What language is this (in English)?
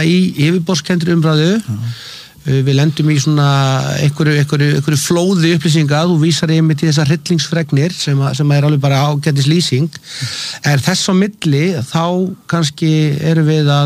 Icelandic